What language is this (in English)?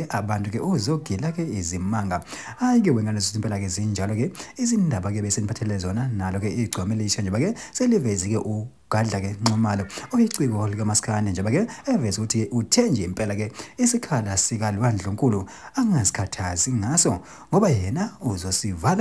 Zulu